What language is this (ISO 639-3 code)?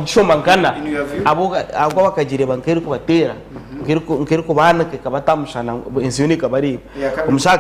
nyn